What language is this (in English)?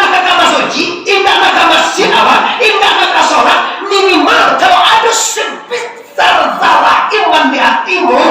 Minangkabau